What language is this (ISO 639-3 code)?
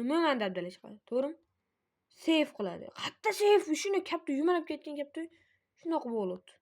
uzb